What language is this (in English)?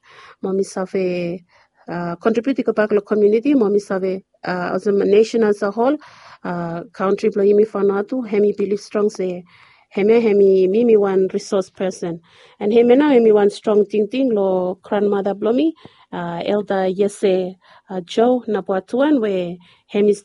Bislama